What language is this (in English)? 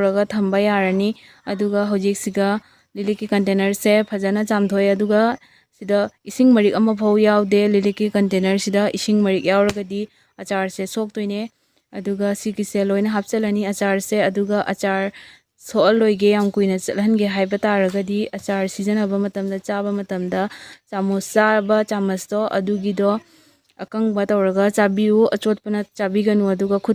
Manipuri